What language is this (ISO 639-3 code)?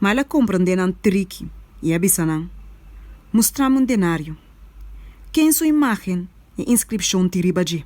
pap